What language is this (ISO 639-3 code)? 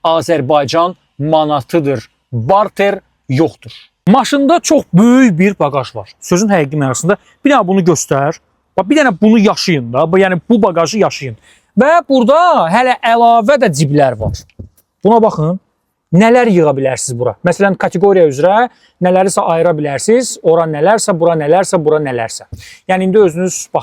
aze